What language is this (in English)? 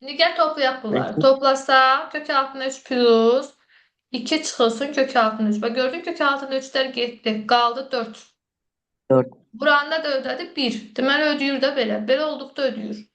Azerbaijani